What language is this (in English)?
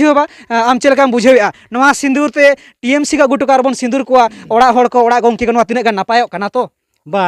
Santali